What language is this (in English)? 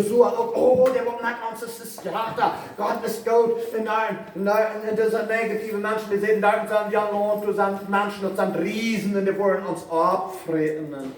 Plautdietsch